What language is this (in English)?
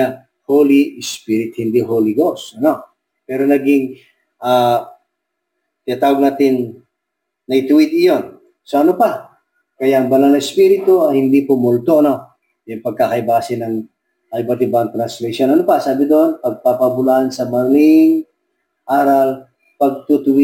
Filipino